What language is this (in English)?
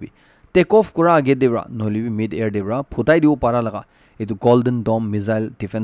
Naga Pidgin